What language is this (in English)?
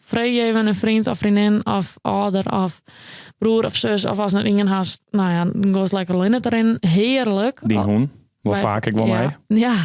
Western Frisian